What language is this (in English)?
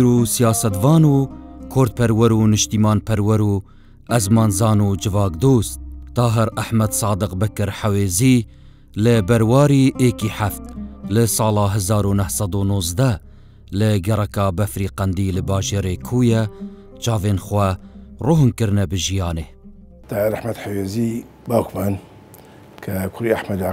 Central Kurdish